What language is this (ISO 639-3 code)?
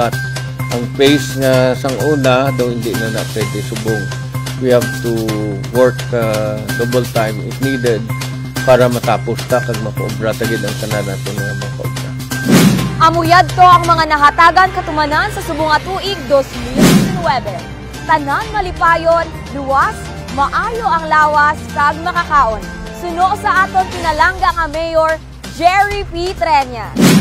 hil